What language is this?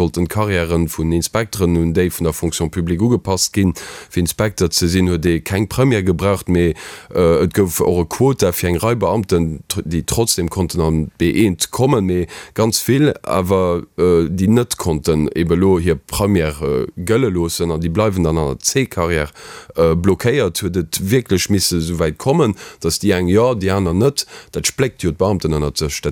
Luxembourgish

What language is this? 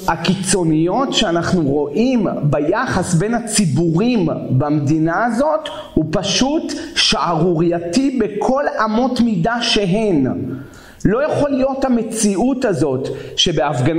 Hebrew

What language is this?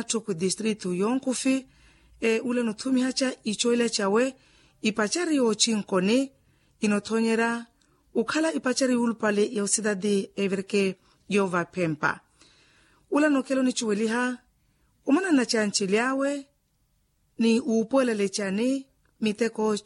Makhuwa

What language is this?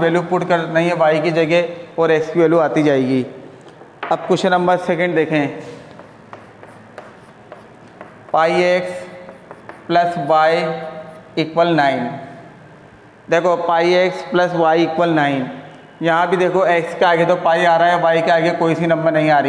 Hindi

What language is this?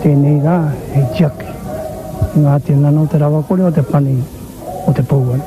Māori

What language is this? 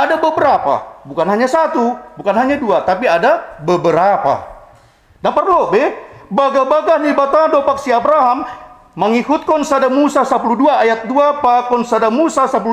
Batak Simalungun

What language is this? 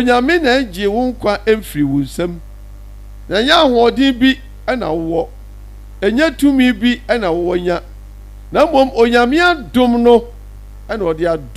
Akan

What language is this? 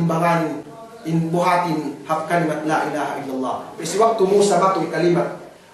Yakan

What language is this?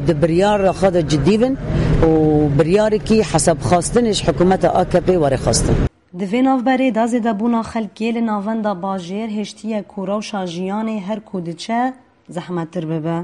Kurdish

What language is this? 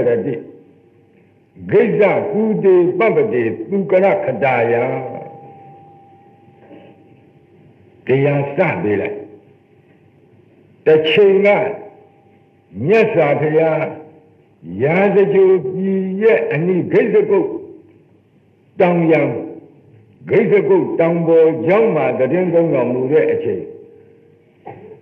Burmese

